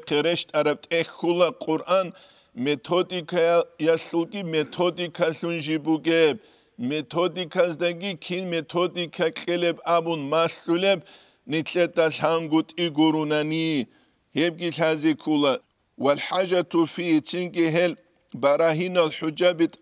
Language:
Avaric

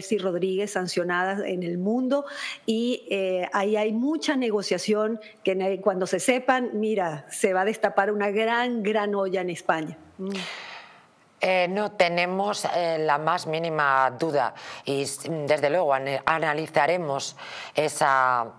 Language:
Spanish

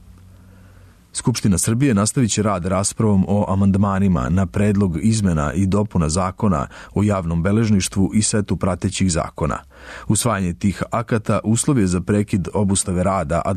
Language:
Serbian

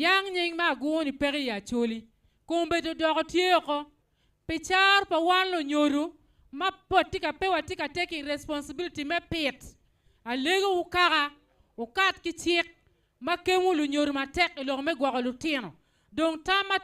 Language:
Acoli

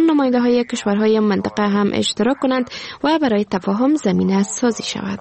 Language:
Persian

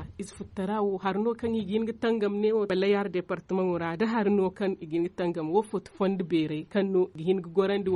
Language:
Zarma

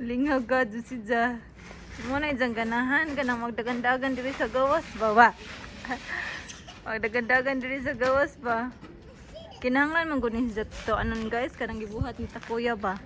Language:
Cebuano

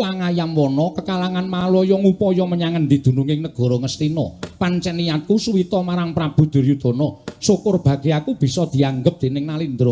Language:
Javanese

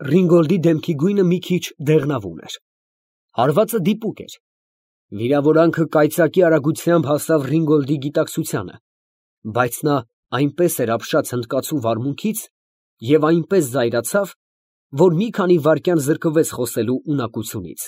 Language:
Armenian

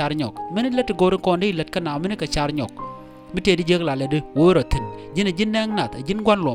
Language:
Nuer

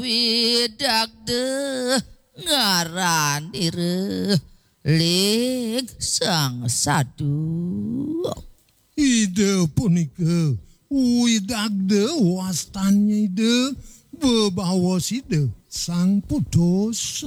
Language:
Balinese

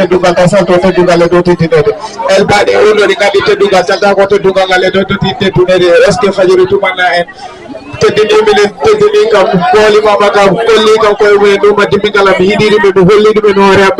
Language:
Fula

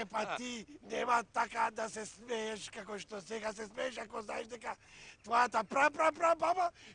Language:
Macedonian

